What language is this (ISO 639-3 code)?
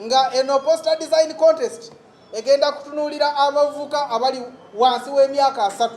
lug